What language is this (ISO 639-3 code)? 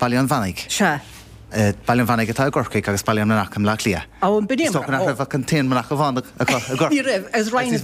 gle